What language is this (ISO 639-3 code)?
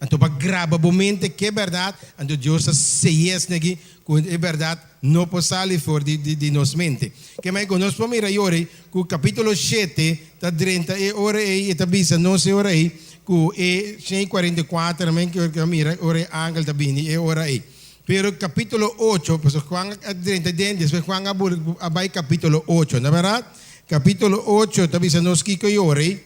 pap